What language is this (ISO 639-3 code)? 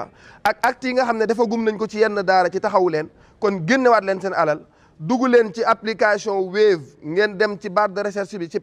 wol